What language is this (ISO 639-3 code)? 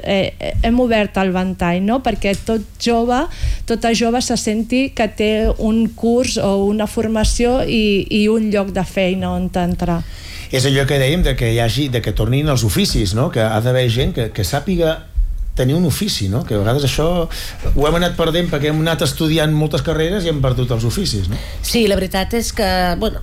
cat